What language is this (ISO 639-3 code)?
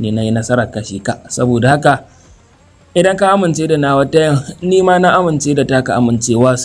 hau